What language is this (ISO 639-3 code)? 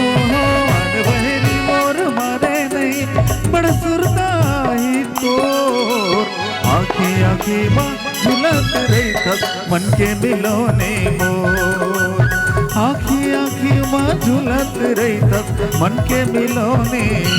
hne